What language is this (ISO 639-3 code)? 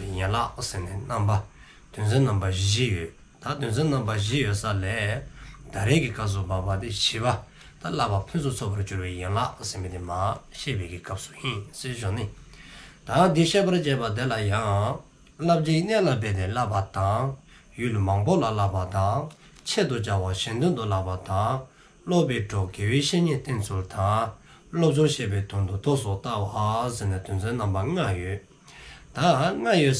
dzo